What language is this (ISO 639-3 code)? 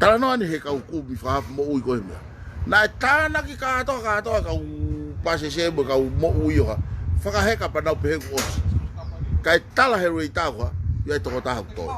ton